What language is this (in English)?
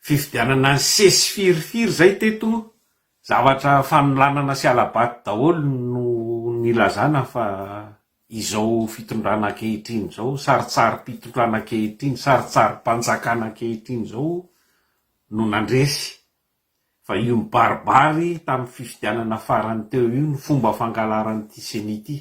Malagasy